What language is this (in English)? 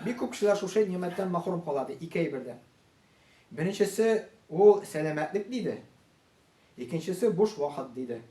Tatar